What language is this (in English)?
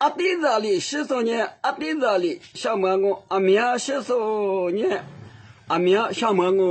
Lisu